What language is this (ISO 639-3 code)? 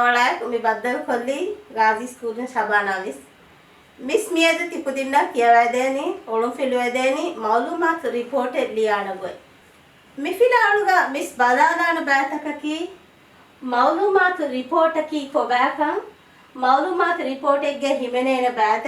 div